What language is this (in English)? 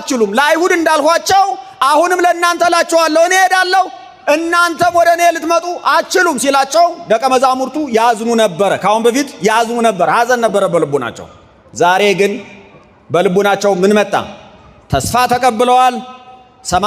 Amharic